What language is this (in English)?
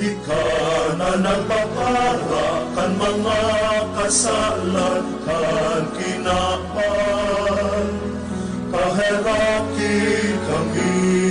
Bikol